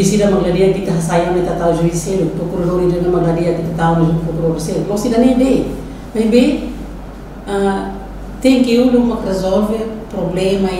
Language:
Tetum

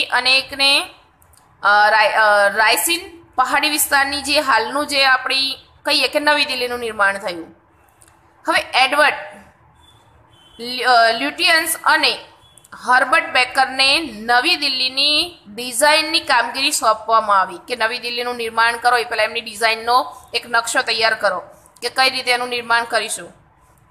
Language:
Gujarati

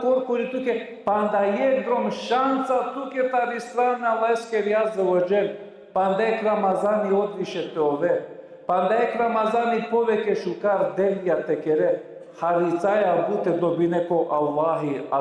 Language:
Balkan Romani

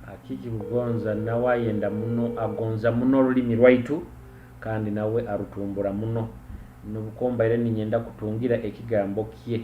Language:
Nyoro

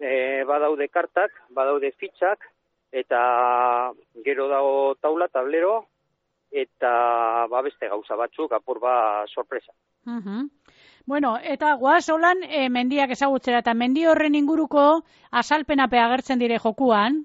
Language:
Basque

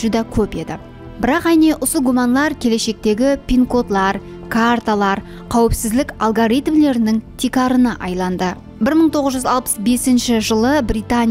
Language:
Kara-Kalpak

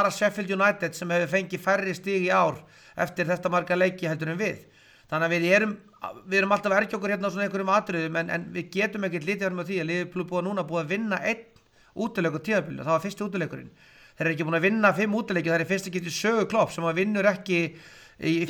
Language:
Icelandic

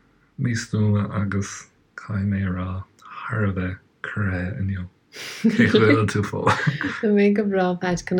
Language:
Irish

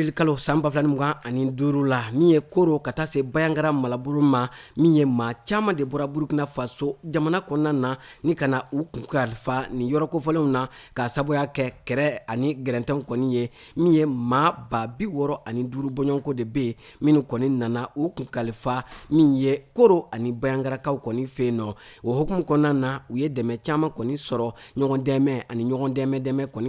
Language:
Bambara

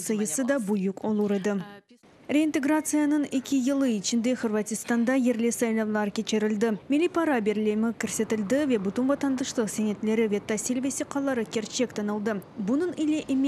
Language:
Crimean Tatar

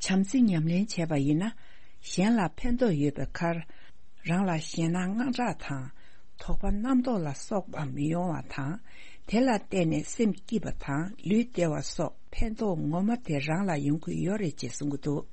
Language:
Tibetan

